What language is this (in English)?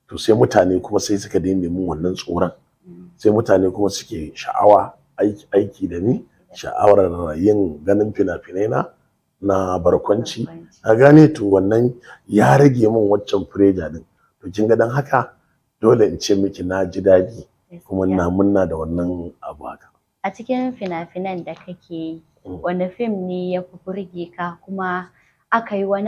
Hausa